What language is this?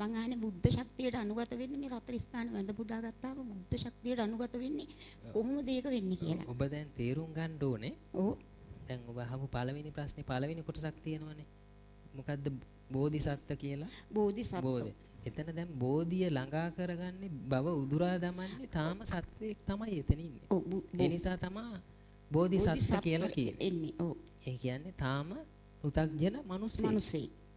Sinhala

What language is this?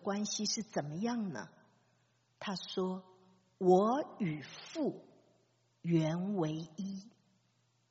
Chinese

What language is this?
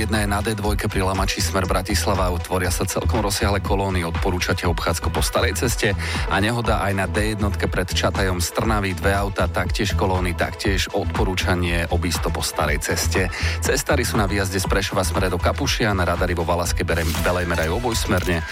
Slovak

